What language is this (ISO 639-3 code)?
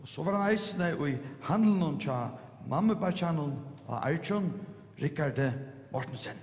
fao